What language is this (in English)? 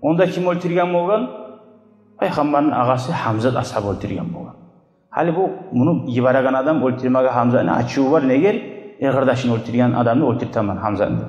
Kumyk